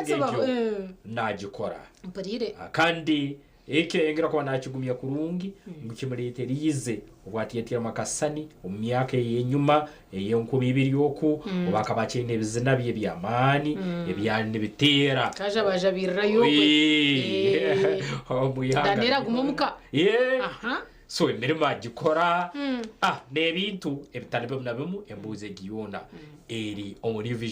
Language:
Nyankole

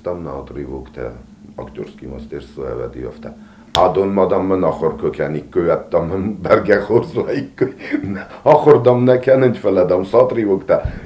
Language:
Ossetic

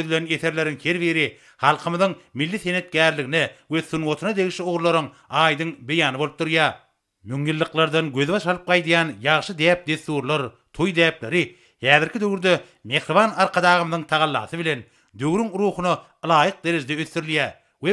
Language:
Turkmen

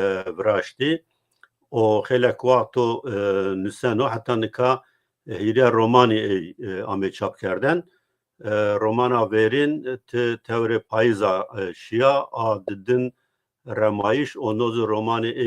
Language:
Zaza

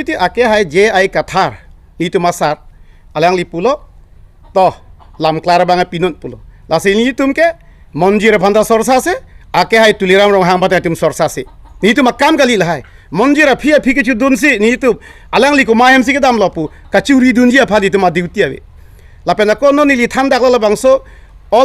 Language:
Karbi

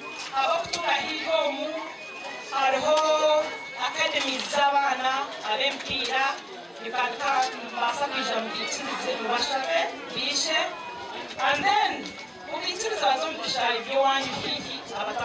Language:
Nyankole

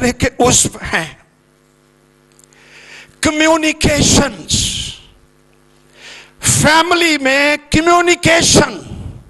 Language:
Urdu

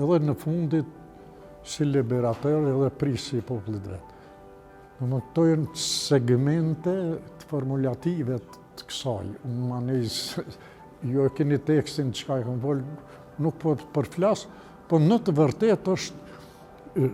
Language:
Albanian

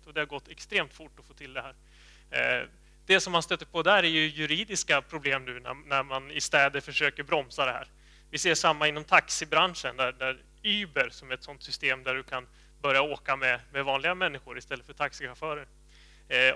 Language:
Swedish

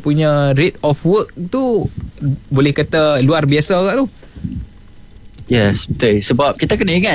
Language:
Malay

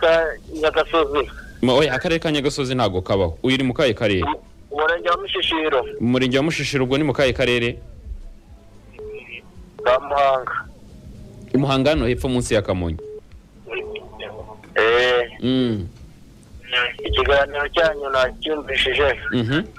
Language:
Kinyarwanda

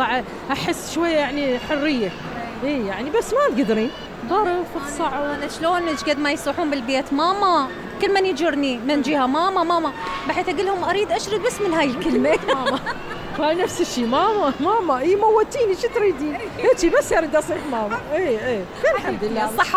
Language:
Mesopotamian Arabic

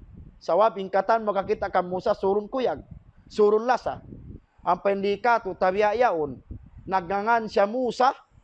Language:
Tausug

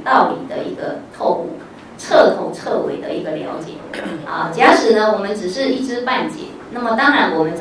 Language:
Chinese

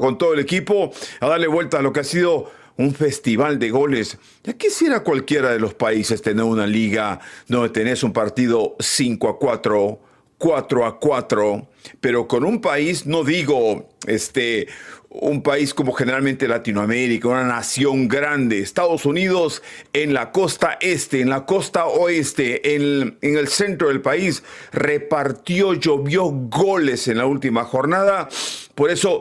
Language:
Spanish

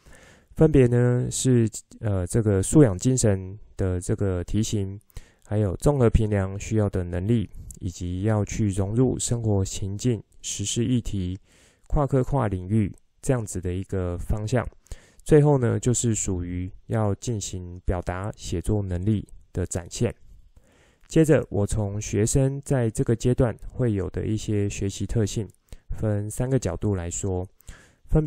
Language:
Chinese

